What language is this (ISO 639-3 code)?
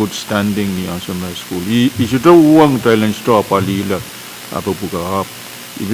pon